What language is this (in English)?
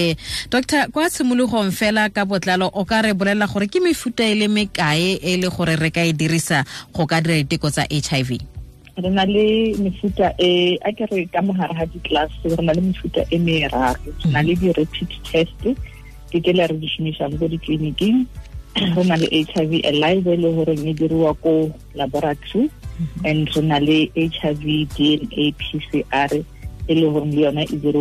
Tswana